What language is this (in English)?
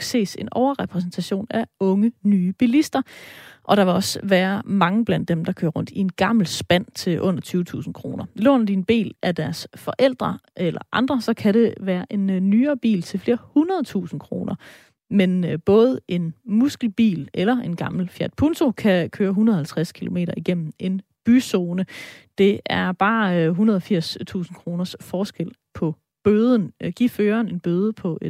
Danish